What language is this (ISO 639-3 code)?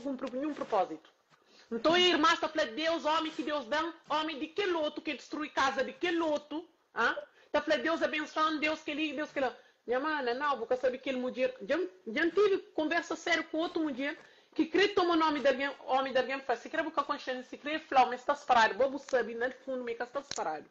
kea